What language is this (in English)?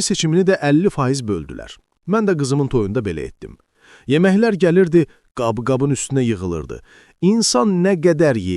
Azerbaijani